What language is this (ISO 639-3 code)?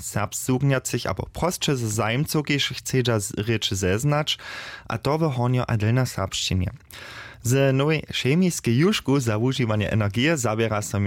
hsb